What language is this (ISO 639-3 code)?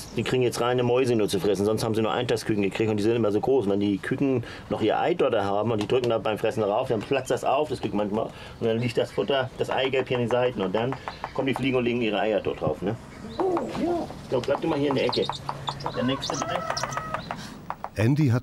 deu